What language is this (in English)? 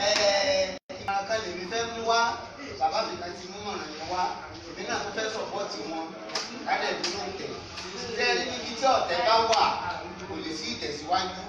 Yoruba